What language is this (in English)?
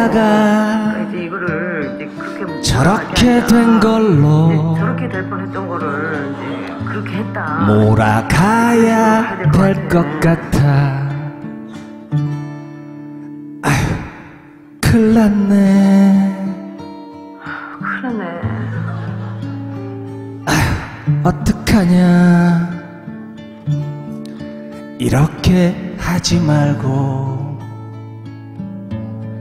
Korean